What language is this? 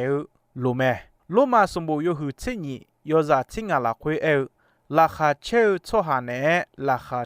Akha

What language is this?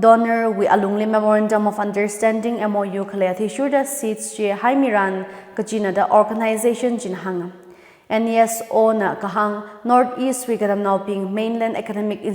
Tangkhul Naga (India)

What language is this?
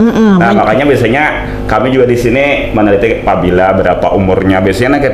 Banjar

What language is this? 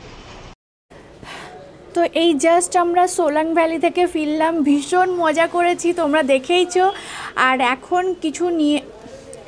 Bangla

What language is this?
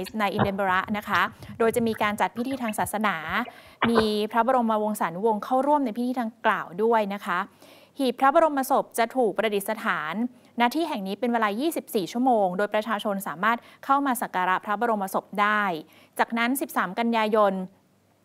Thai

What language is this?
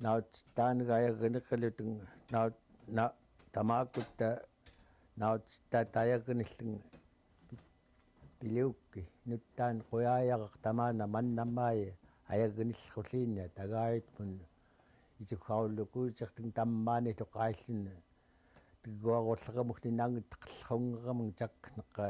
Central Yupik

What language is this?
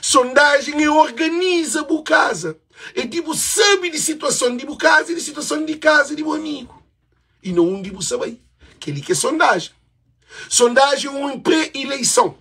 Kabuverdianu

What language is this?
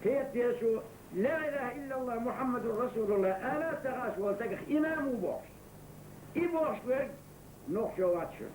Chechen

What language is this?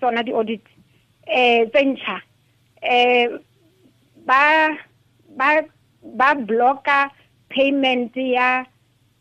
Tswana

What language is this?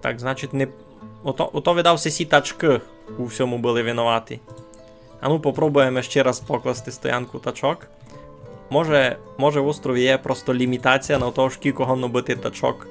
Rusyn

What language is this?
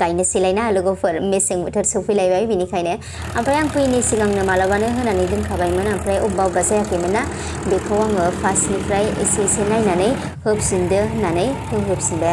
Bodo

